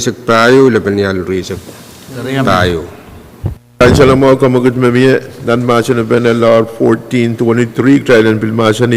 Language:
Pohnpeian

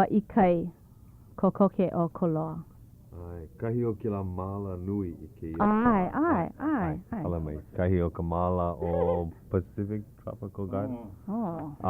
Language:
Hawaiian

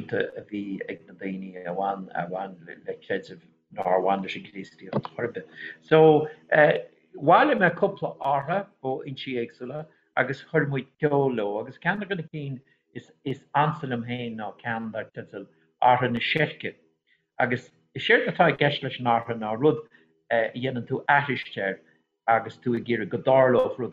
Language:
Irish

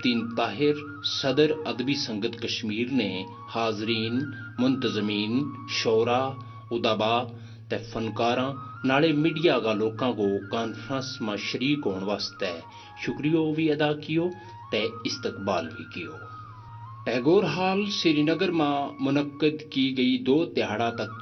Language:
Gujari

